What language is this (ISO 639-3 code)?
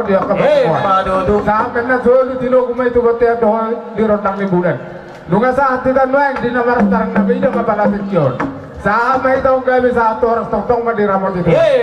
bbc